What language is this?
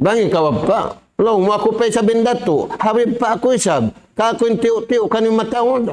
Tausug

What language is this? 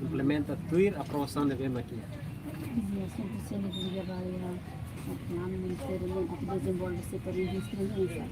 Tetum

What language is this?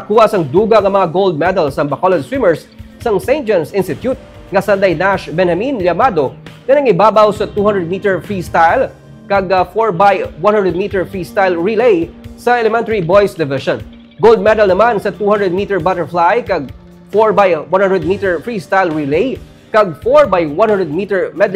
Hiligaynon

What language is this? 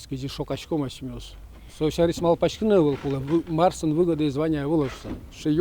Udmurt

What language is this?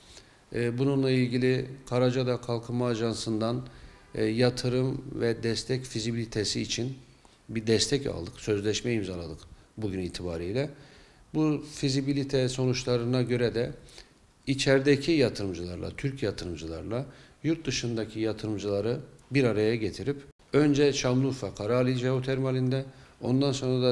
Turkish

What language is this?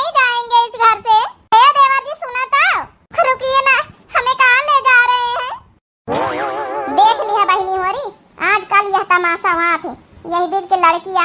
Awadhi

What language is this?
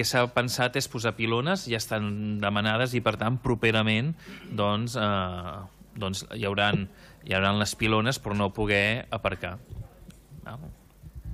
Catalan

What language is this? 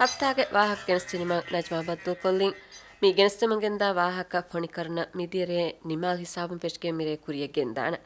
Divehi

